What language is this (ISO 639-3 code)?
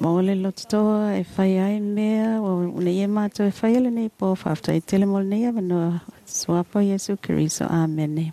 smo